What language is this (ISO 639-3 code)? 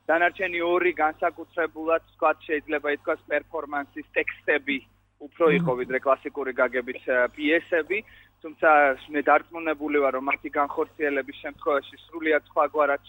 kat